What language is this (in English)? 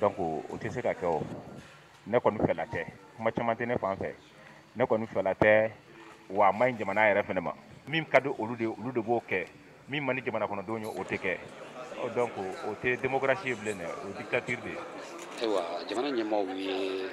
Bambara